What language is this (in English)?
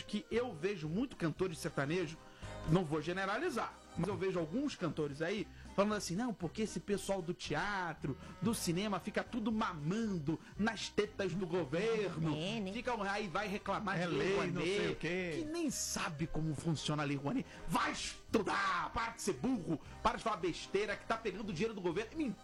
Portuguese